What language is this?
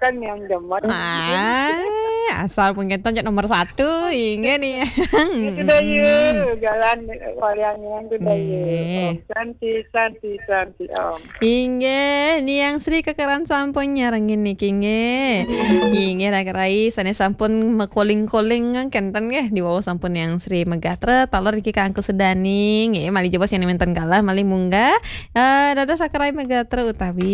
Balinese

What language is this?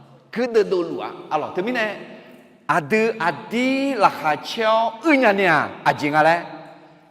Akha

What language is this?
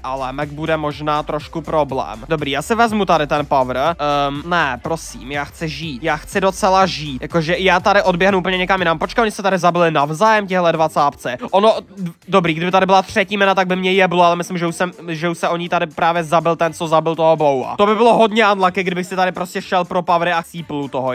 Czech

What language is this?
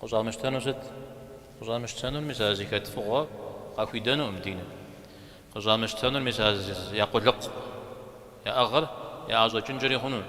Kabardian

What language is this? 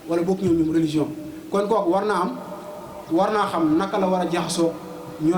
Wolof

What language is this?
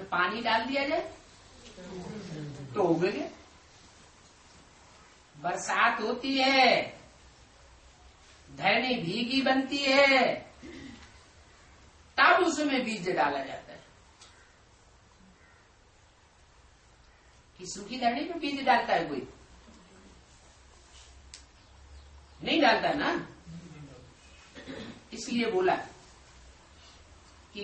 Hindi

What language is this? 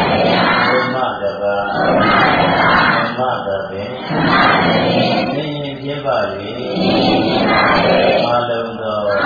Burmese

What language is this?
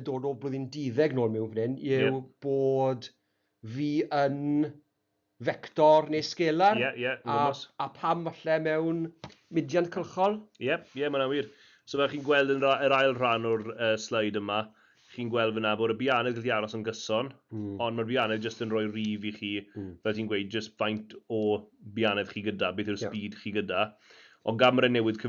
Welsh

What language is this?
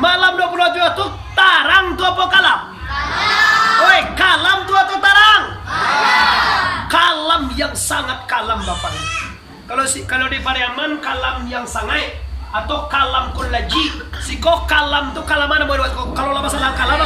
Minangkabau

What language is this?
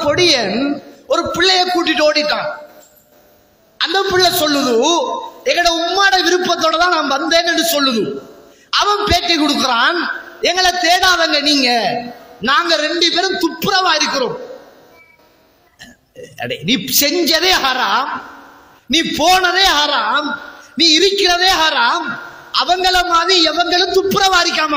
Tamil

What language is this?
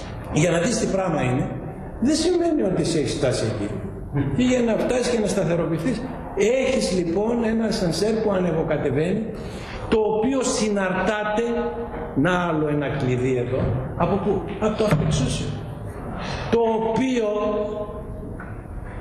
Greek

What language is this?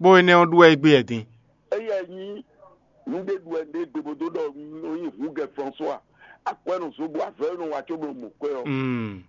Fon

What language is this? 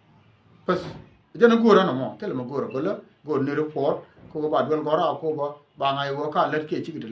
Nuer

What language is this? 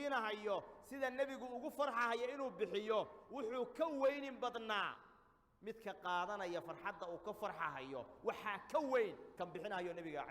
Somali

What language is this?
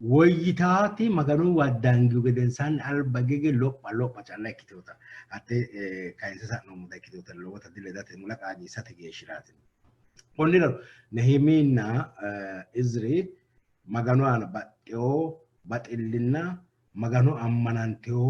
Sidamo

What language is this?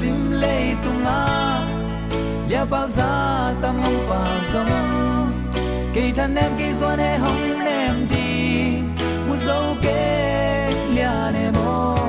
Tedim Chin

